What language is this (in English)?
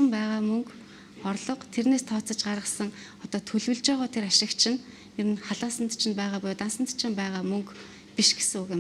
Mongolian